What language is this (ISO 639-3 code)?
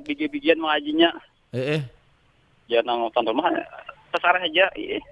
bjn